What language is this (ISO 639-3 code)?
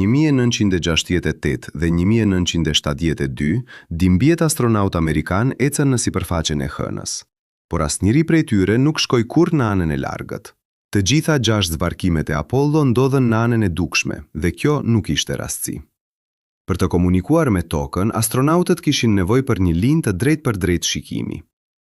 sqi